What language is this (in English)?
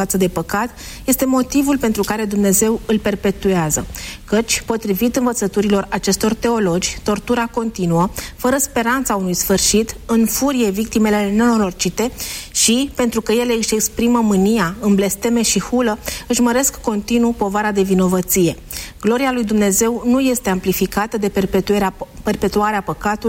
Romanian